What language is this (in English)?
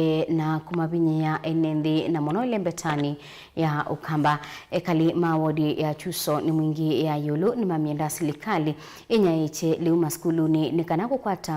Kamba